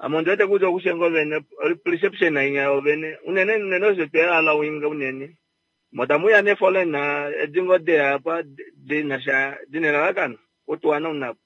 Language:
Kuanyama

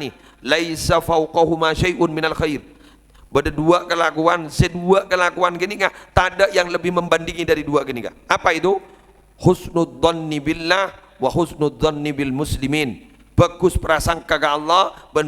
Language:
Madurese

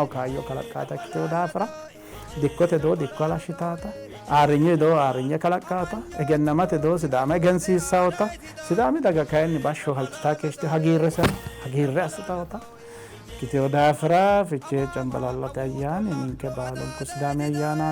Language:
Sidamo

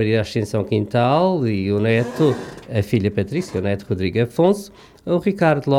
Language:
Portuguese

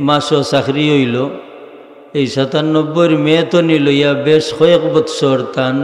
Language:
Sylheti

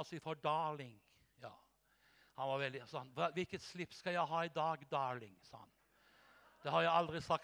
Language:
Norwegian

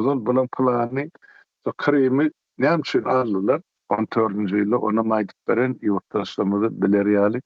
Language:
Turkmen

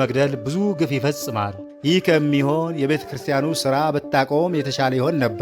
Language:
Amharic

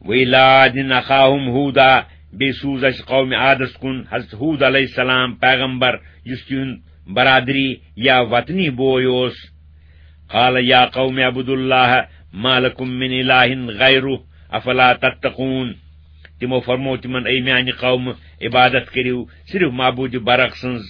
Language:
Kashmiri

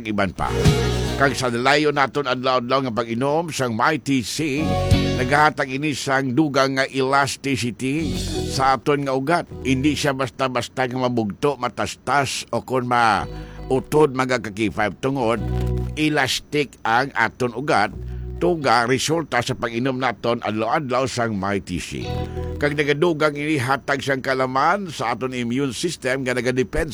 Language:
Hiligaynon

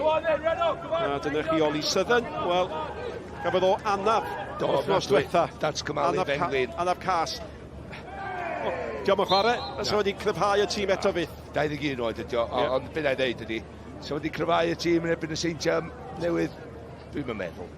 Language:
Welsh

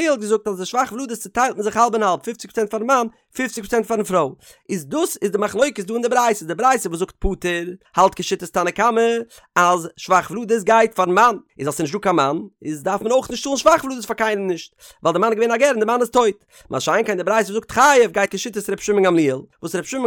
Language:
Yiddish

